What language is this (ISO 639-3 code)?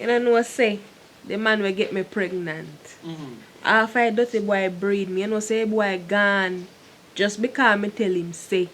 jam